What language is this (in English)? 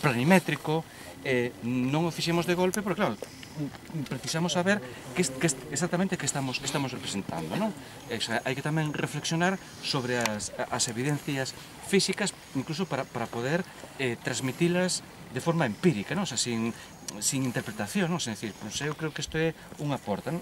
Galician